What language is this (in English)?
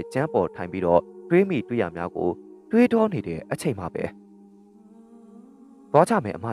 Burmese